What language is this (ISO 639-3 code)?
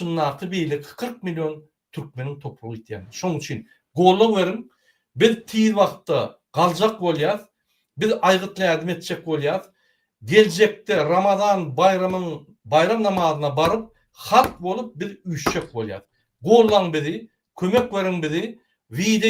tuk